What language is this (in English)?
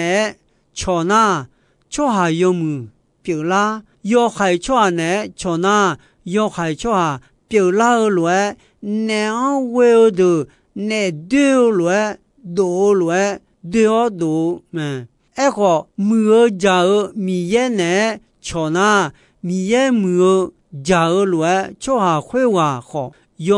Akha